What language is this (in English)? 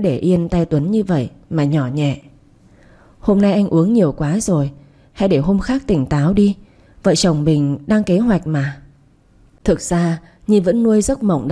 Vietnamese